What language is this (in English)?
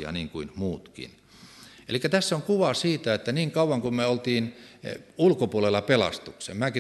Finnish